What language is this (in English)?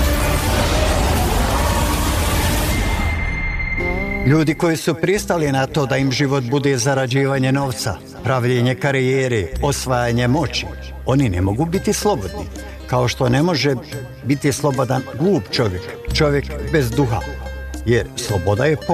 Bosnian